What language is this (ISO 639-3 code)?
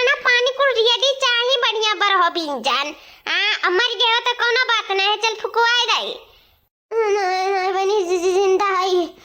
awa